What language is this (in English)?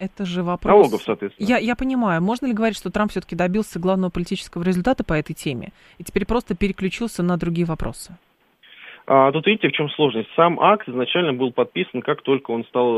Russian